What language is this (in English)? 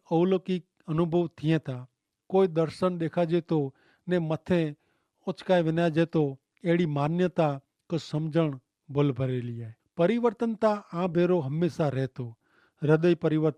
Kachhi